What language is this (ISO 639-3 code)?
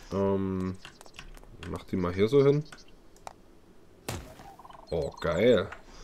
deu